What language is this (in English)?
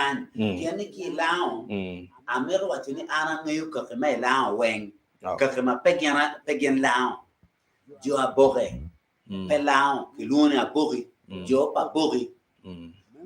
Acoli